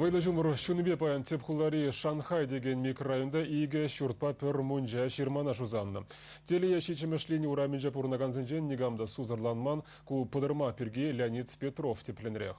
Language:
Chuvash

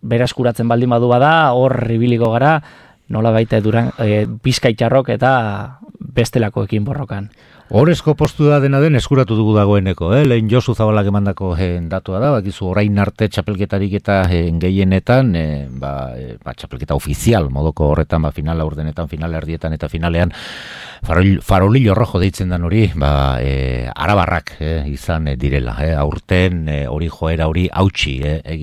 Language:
Basque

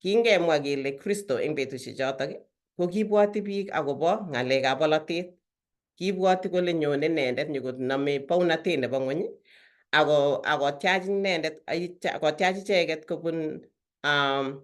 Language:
Kalenjin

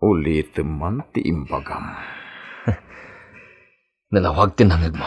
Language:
Iloko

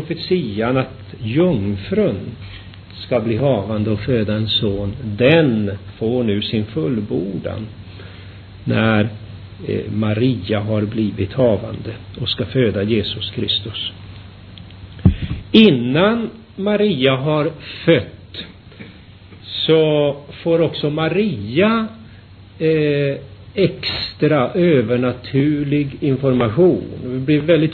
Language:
Swedish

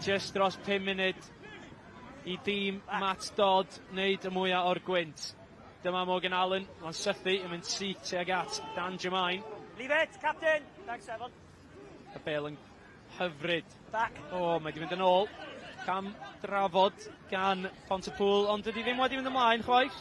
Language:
Welsh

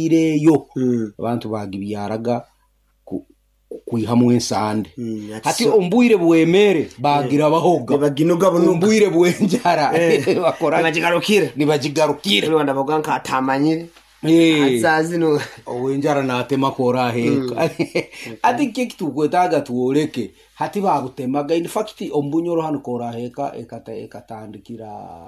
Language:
Nyoro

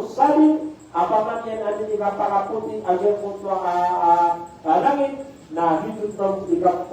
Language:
Maranao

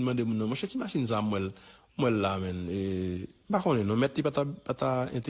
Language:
Haitian Creole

